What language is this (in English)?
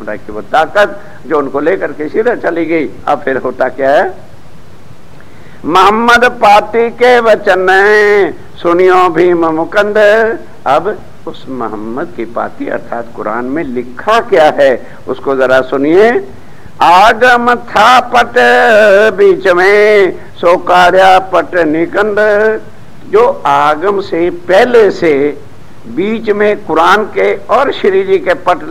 Hindi